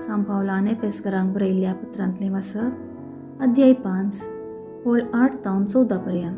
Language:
Konkani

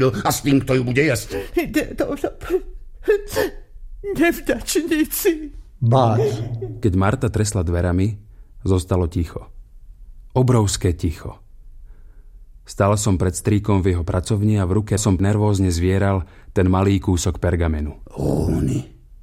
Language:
Slovak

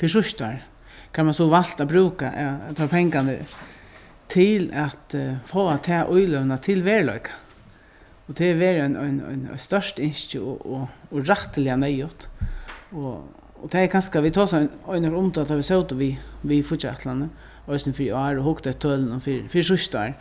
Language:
Faroese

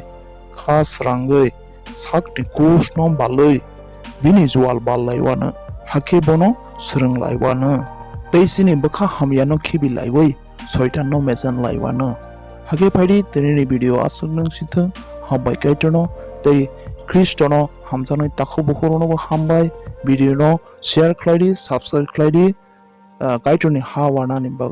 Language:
Kok Borok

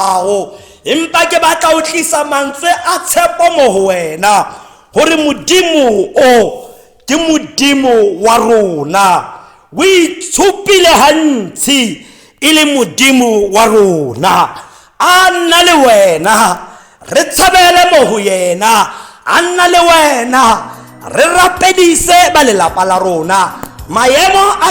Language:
Tswana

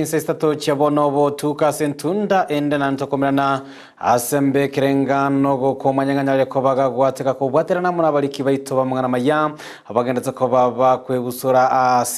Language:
Gusii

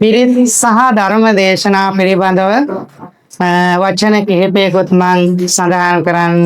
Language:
Sinhala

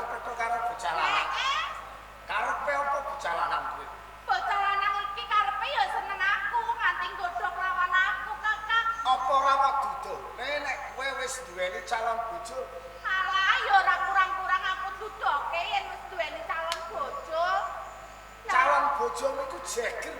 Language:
Javanese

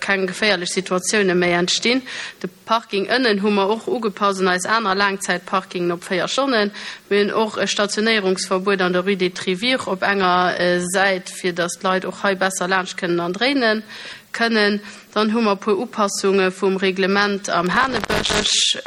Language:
Luxembourgish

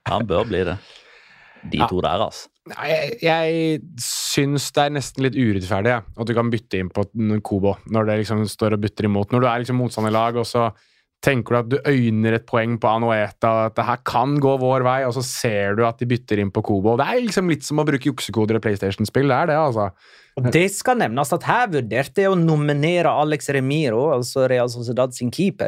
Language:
Norwegian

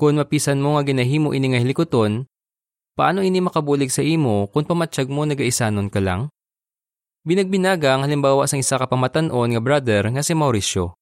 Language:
Hiligaynon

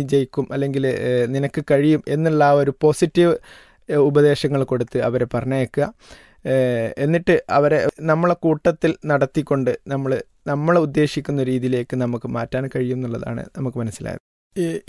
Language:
Malayalam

